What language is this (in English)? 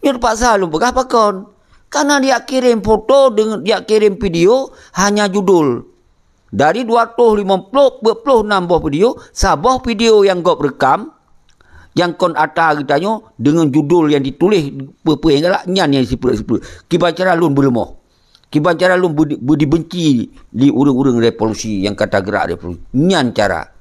Achinese